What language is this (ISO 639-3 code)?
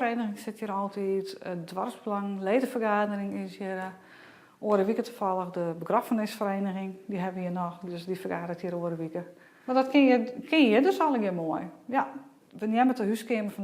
fry